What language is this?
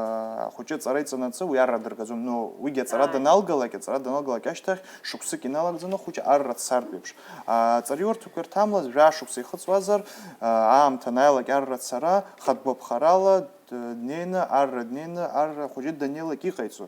Abkhazian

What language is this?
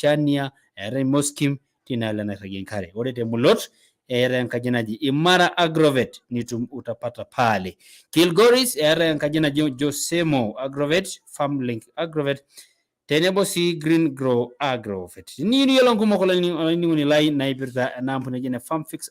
Masai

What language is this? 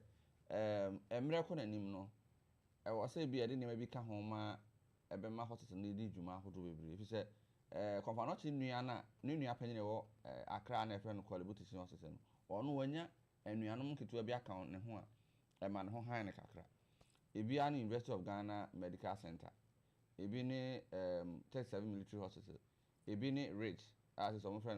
Akan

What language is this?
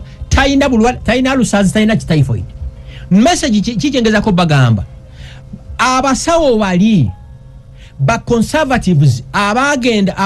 Ganda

